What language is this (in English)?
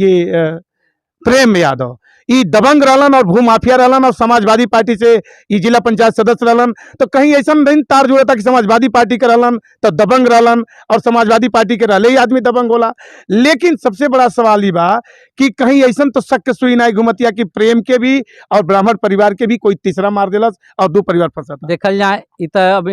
Bhojpuri